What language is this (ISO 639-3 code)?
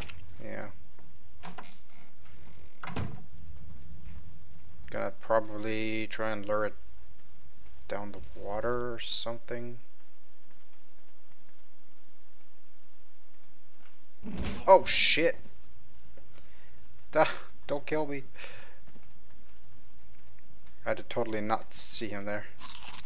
eng